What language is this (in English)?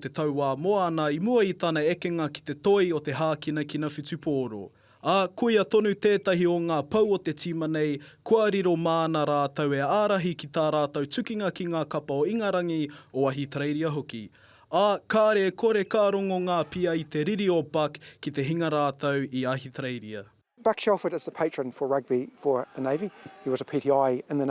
Māori